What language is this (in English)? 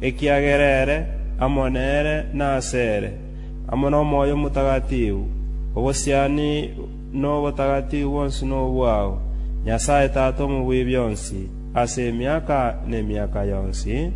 Gusii